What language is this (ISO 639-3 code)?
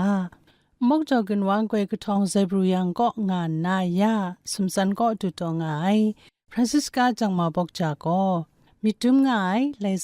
kac